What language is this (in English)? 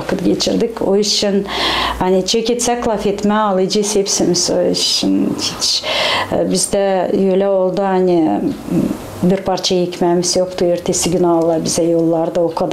Gagauz